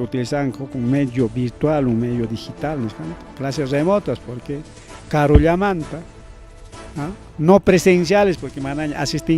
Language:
Ayacucho Quechua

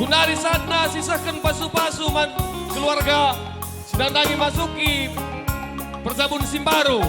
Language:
Batak Karo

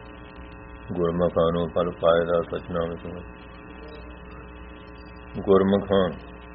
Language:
Punjabi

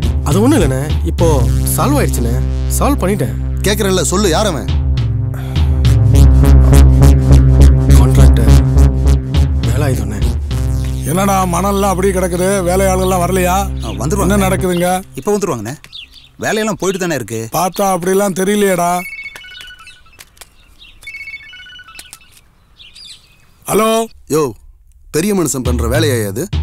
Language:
Tamil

